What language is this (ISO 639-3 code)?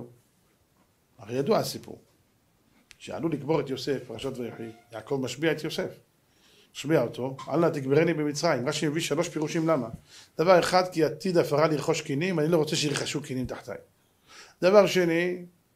heb